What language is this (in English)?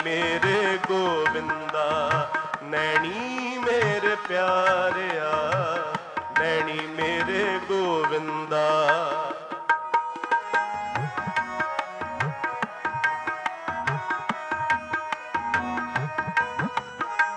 Punjabi